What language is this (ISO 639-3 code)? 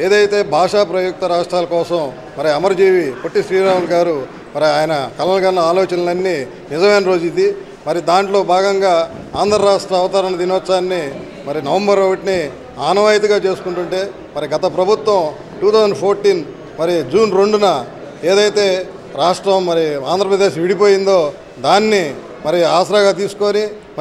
tel